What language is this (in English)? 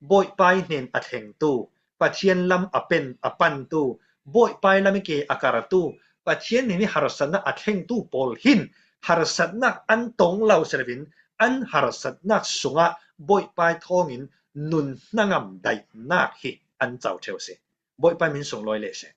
Falam Chin